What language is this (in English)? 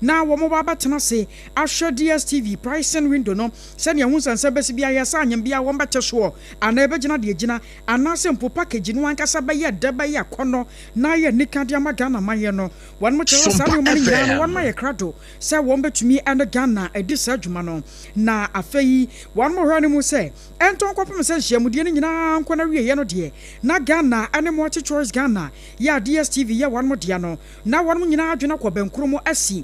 Akan